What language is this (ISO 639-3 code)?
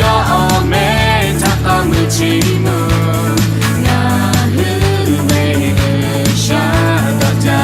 lhu